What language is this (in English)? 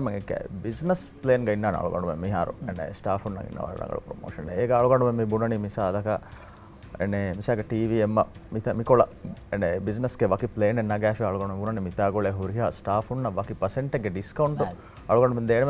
Divehi